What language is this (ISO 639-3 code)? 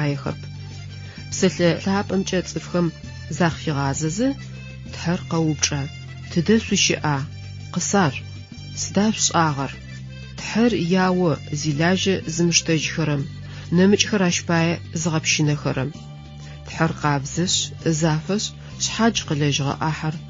ady